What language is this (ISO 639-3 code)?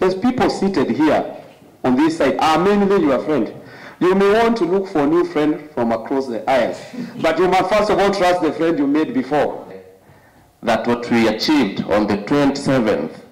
kam